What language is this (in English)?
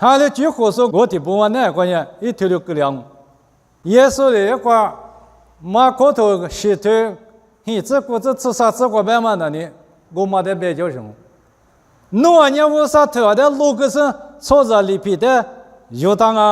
Lisu